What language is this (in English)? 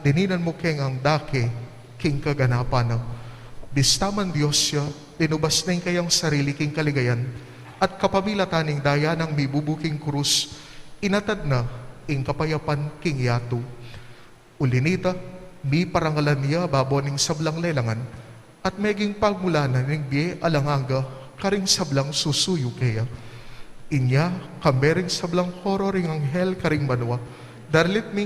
Pampanga